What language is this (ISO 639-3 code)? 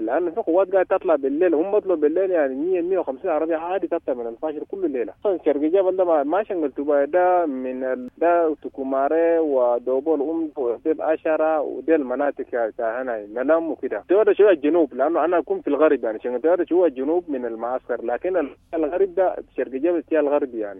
apd